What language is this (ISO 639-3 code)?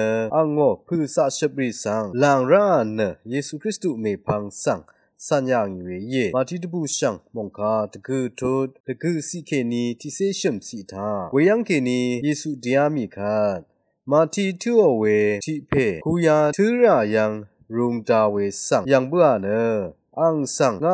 raw